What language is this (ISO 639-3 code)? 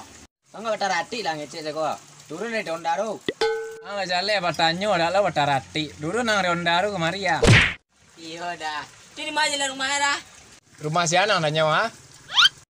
min